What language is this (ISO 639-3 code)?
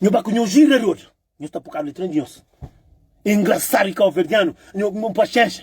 kea